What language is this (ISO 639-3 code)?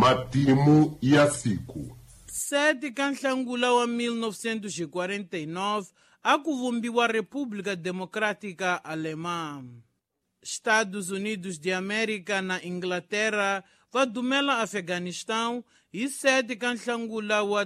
tso